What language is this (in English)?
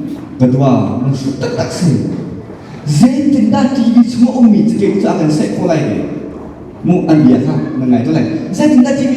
Hakha Chin